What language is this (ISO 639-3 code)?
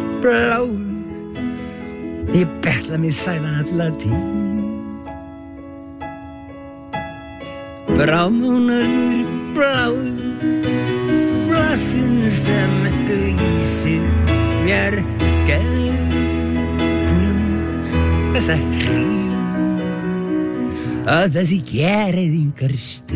isl